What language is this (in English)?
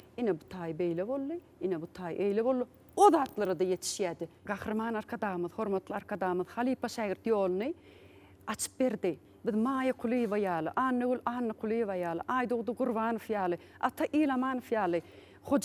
Turkmen